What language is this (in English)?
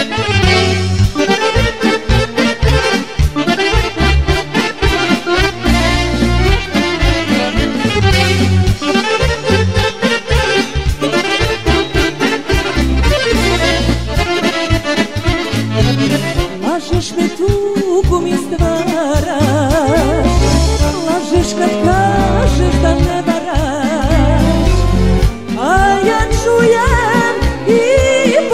Serbian